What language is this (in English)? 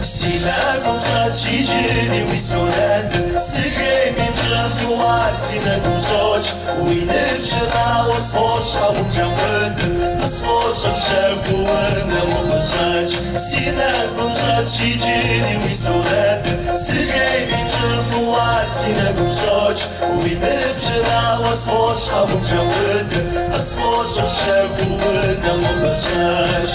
Kabardian